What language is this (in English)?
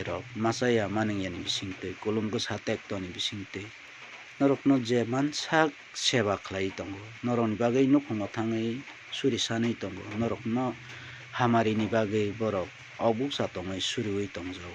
Kok Borok